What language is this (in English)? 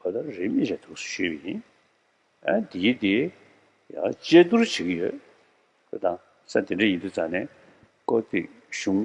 Tibetan